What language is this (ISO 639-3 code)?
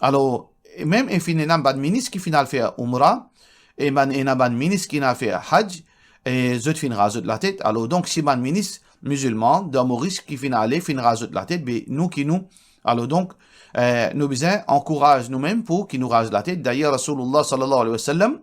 mfe